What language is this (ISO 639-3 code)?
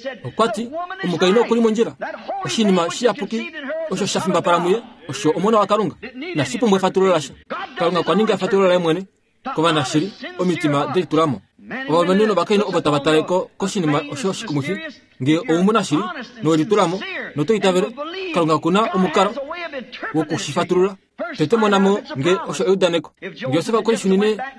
kua